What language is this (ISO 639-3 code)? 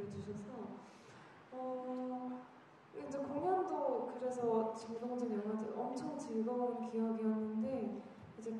kor